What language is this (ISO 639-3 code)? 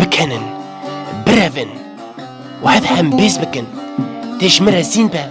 kur